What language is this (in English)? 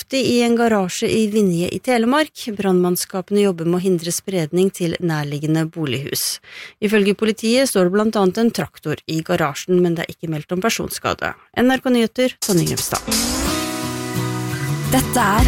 Norwegian